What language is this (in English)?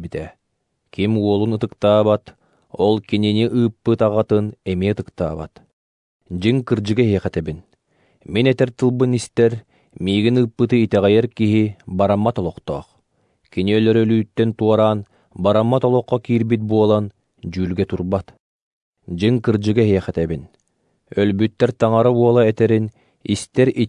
Yakut